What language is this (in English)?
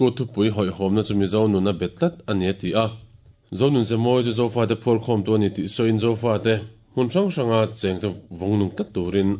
Mizo